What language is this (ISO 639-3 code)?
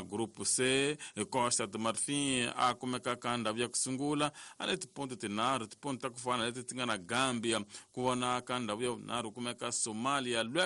tso